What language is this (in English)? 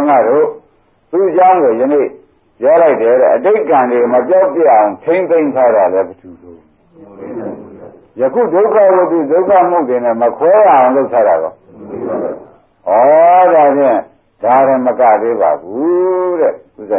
Burmese